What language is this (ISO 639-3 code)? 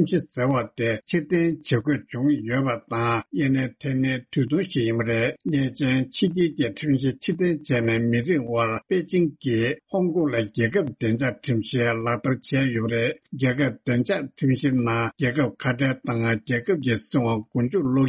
bod